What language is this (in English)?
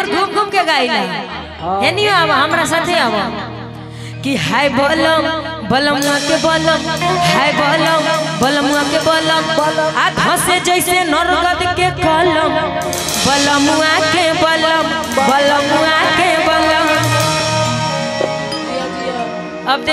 Bhojpuri